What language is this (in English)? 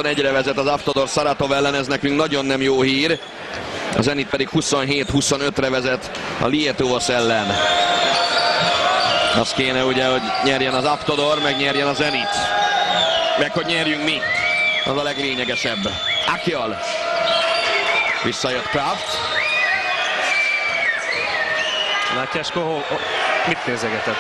Hungarian